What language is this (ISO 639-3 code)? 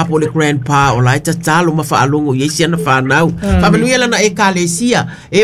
smo